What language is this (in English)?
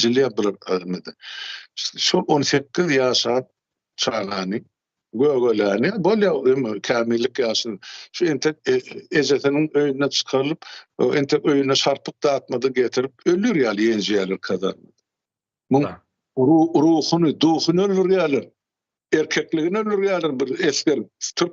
Turkmen